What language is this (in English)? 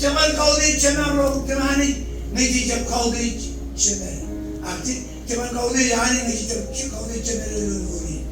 Marshallese